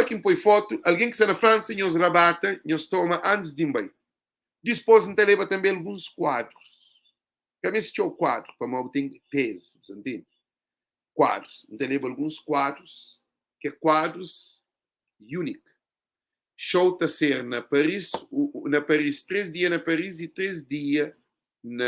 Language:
Kabuverdianu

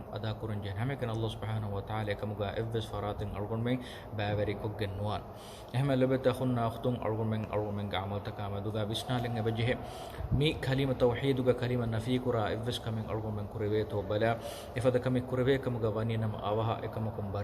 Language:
Divehi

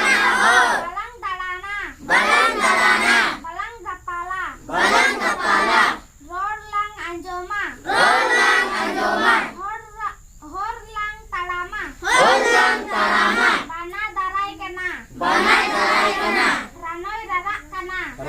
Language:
Santali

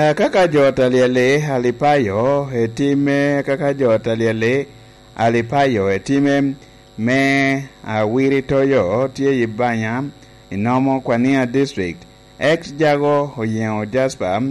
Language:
Lango (Uganda)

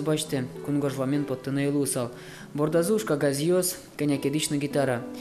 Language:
Udmurt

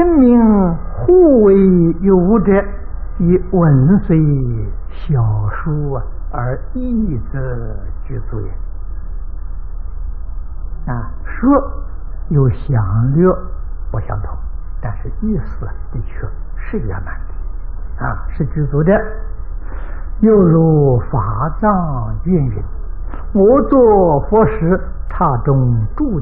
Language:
Chinese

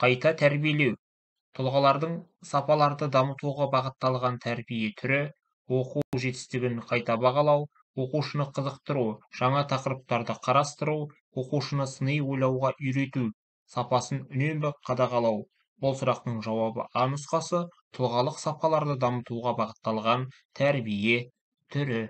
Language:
Kazakh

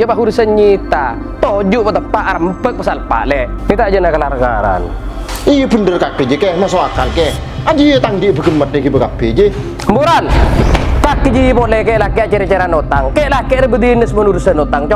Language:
Madurese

